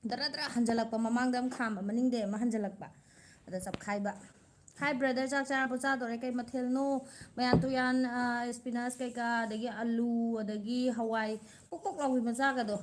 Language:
Manipuri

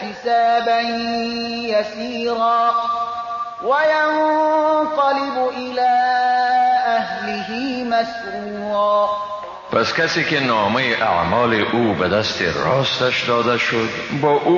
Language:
Persian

